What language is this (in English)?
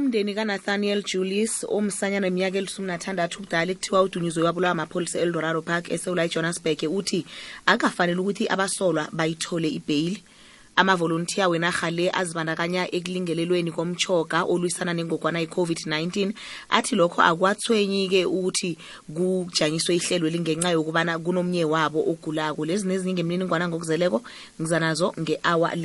South Ndebele